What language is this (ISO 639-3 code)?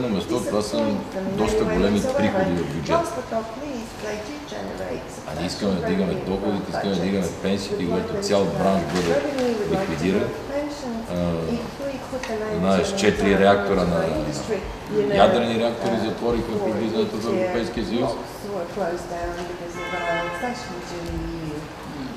bul